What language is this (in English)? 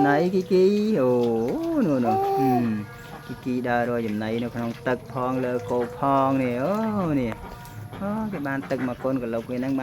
Khmer